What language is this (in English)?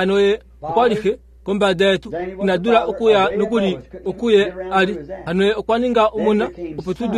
Kuanyama